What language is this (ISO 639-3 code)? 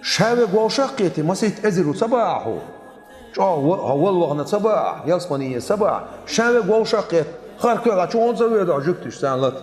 che